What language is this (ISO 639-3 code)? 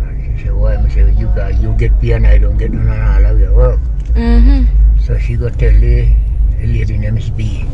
jam